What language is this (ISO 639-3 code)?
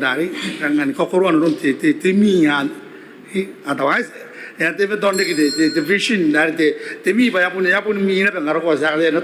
gil